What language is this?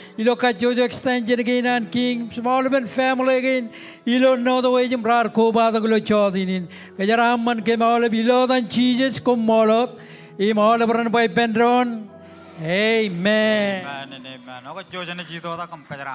Marshallese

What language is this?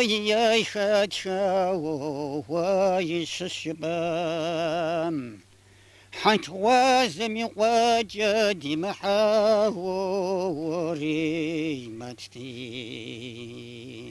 Kabardian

